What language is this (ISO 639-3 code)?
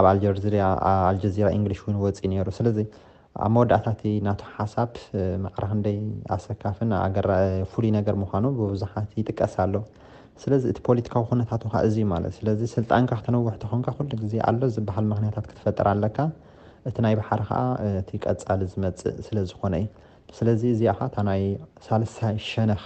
tir